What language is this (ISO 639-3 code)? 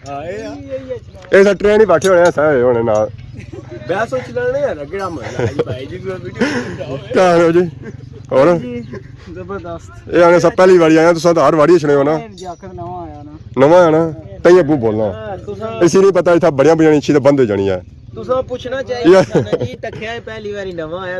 phr